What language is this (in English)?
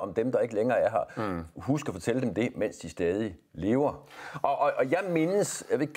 Danish